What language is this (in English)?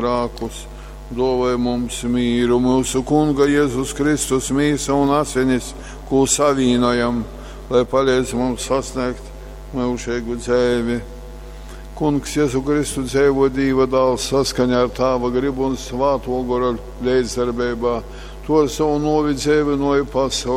Latgalian